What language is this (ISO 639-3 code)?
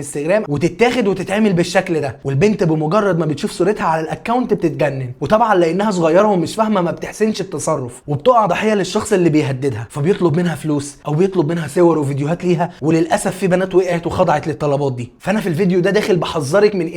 arz